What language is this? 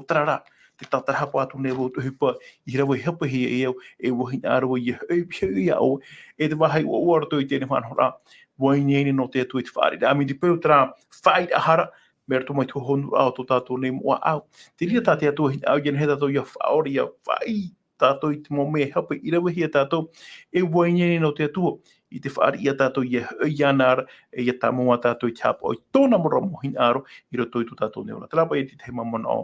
Tahitian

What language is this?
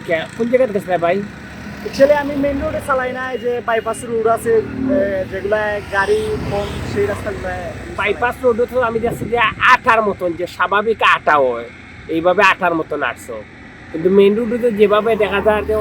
Sylheti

